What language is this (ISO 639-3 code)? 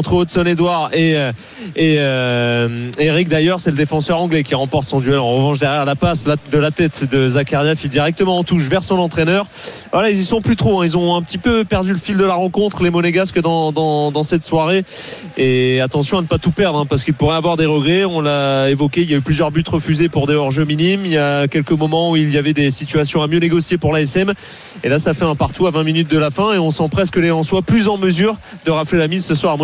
fra